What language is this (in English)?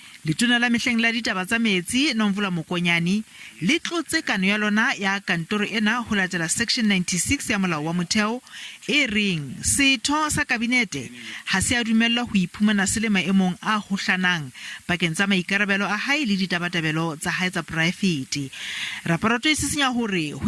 Southern Sotho